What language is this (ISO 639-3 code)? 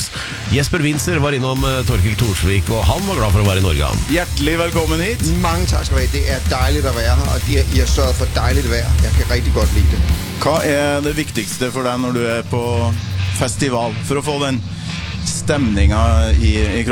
nor